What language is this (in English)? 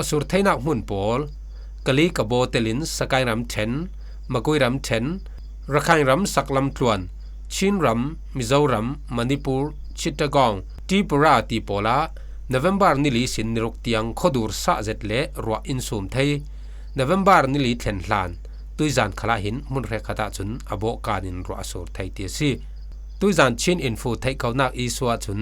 Falam Chin